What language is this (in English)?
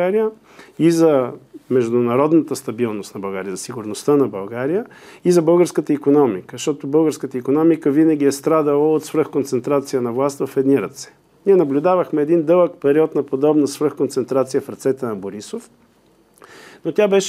Bulgarian